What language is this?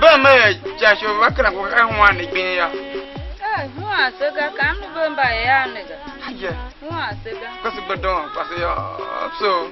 Tiv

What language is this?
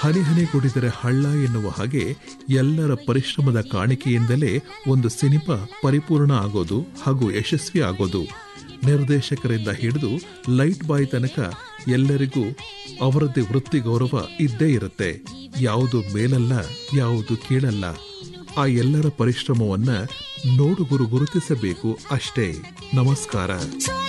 Kannada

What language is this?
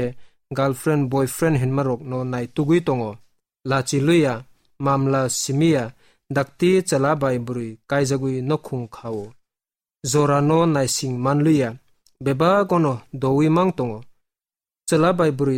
Kok Borok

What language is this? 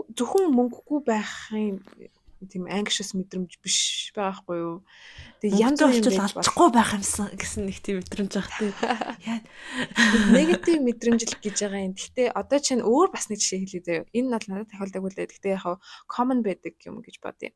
Mongolian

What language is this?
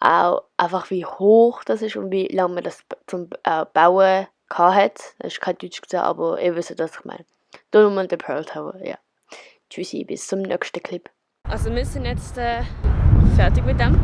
Swiss German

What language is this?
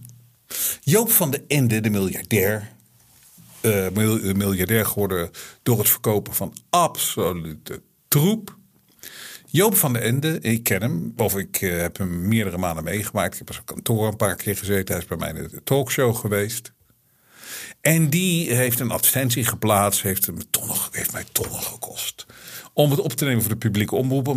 Dutch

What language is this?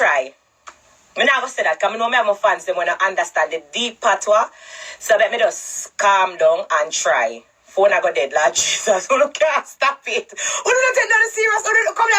Jamaican Creole English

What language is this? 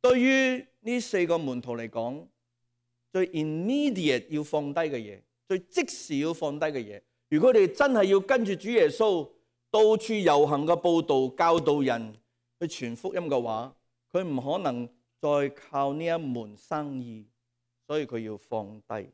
Cantonese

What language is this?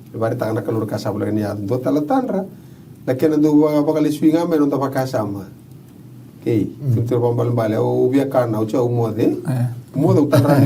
Fijian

